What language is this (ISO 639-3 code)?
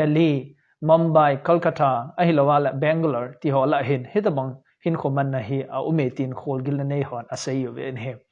tcz